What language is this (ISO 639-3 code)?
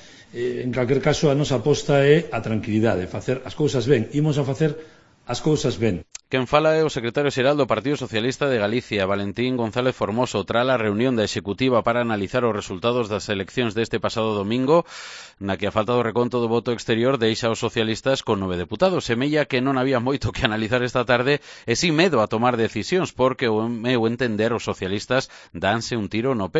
glg